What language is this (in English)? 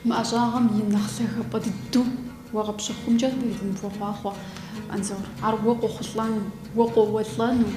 Kabardian